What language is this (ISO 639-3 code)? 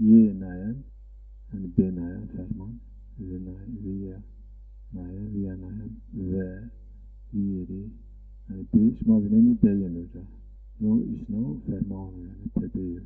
zza